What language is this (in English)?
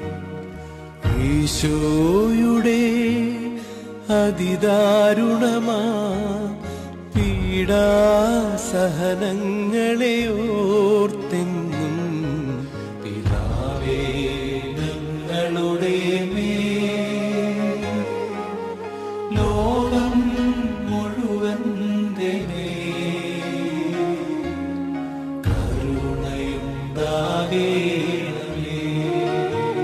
Malayalam